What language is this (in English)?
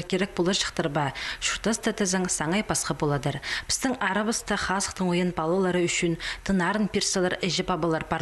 Khakas